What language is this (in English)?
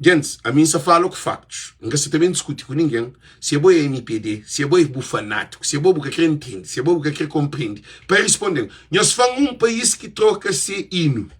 Kabuverdianu